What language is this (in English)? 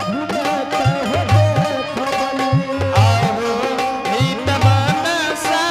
Angika